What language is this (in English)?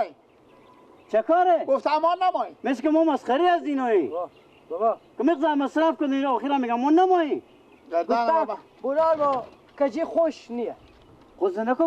Persian